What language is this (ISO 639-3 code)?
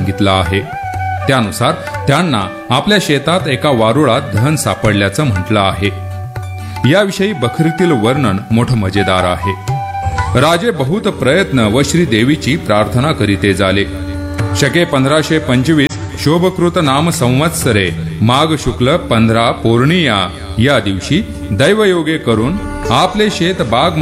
mar